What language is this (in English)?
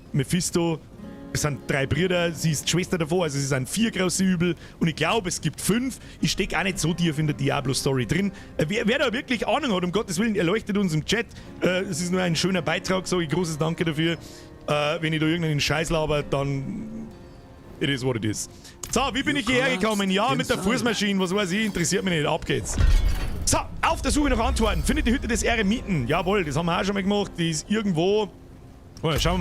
Bavarian